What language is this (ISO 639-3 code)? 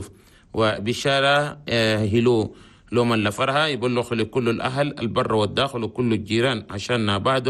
shu